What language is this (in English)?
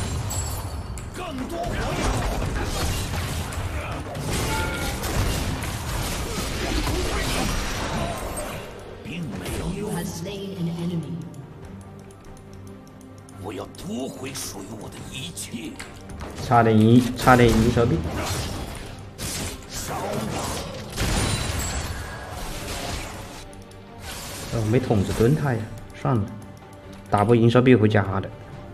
Chinese